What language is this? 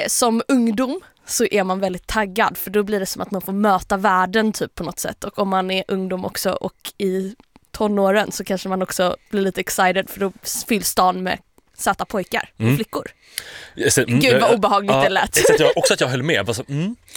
Swedish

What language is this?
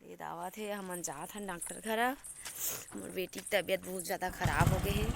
Chhattisgarhi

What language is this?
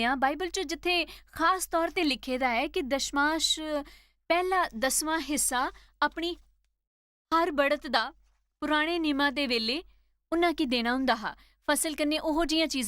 Dogri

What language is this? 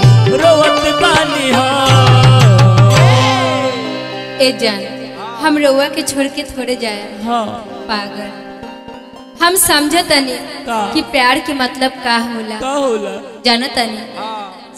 Bhojpuri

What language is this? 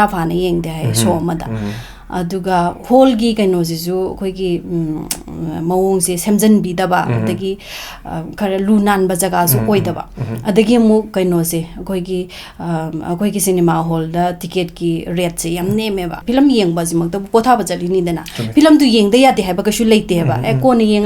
Manipuri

